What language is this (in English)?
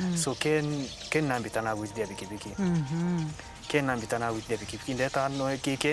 Meru